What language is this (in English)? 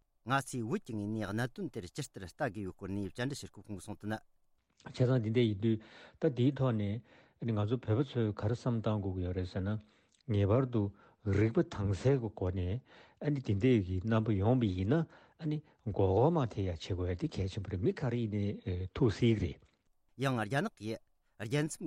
Tibetan